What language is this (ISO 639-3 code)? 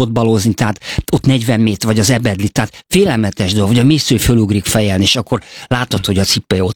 hun